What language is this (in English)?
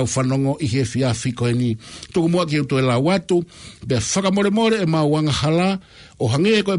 Tongan